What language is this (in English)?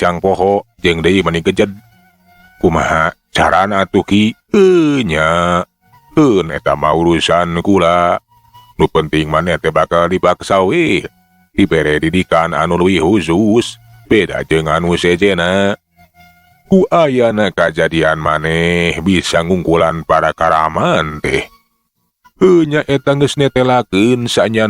Sundanese